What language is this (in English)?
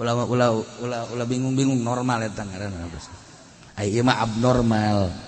Sundanese